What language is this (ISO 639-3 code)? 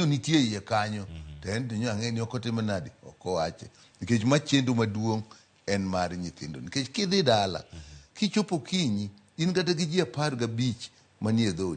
luo